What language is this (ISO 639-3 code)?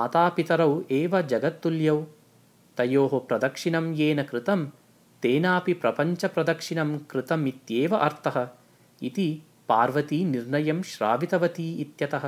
san